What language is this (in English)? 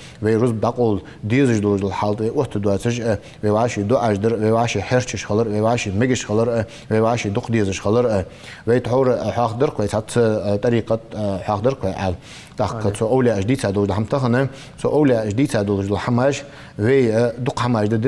Ingush